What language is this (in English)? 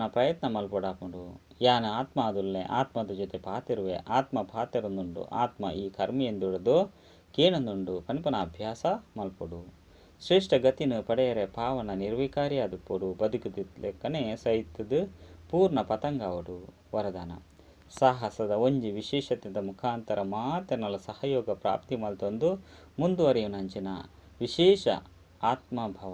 Tulu